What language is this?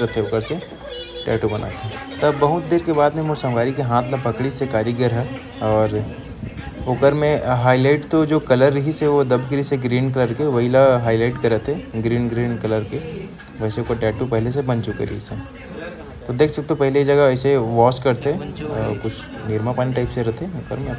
Chhattisgarhi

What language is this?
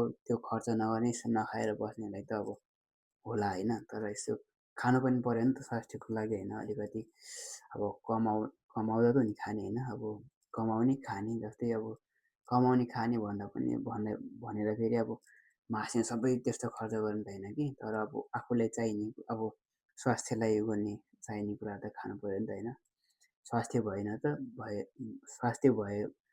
Nepali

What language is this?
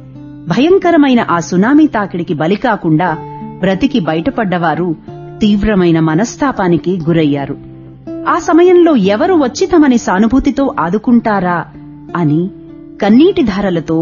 Telugu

